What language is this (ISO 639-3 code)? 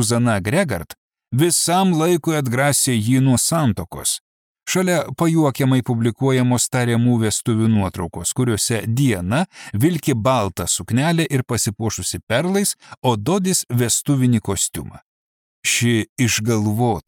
lit